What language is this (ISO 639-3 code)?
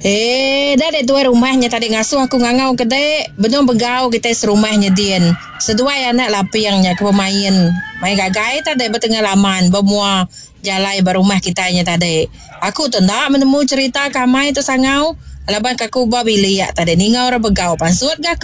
iba